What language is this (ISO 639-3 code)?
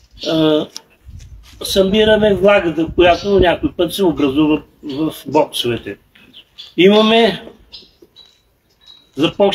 bul